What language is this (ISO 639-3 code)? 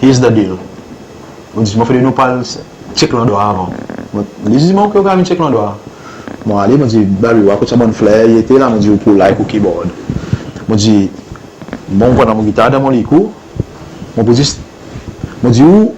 crs